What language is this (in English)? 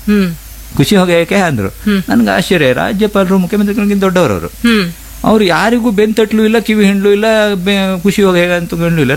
Kannada